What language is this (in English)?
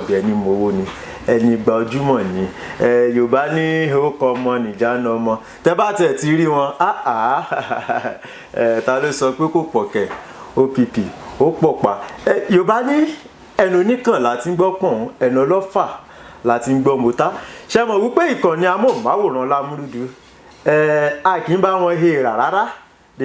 Yoruba